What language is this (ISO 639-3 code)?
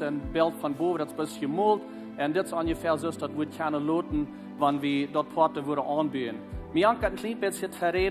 pdt